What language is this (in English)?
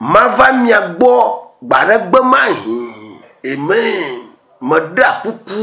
Ewe